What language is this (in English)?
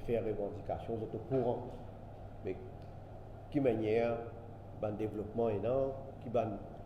Morisyen